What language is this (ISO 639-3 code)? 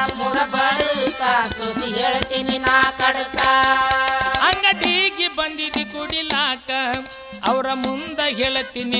kan